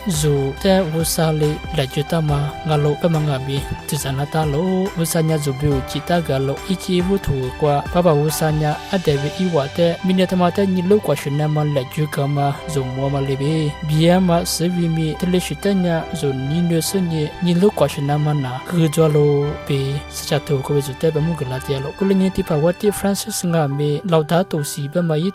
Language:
Lisu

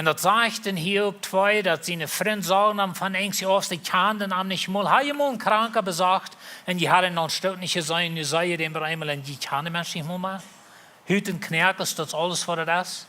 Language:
Plautdietsch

